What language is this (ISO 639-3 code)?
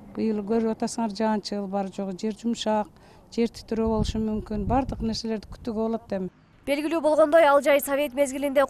kir